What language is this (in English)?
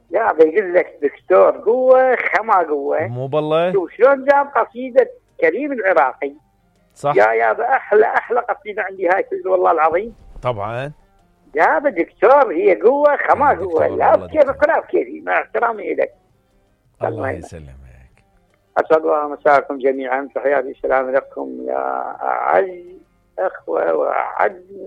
Mesopotamian Arabic